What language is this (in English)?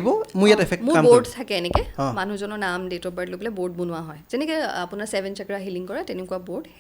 Assamese